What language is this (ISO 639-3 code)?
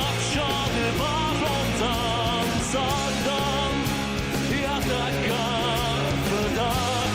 oss